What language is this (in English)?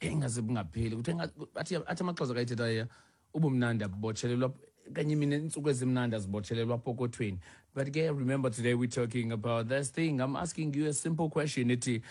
Xhosa